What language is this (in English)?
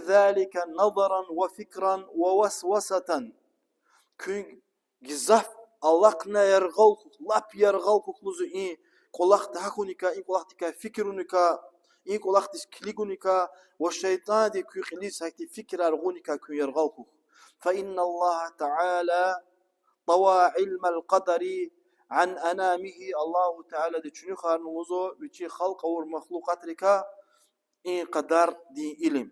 Lezghian